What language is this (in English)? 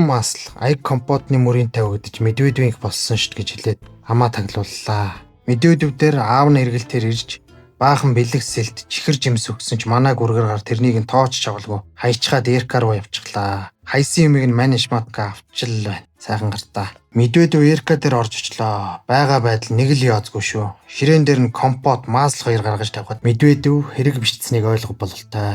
Mongolian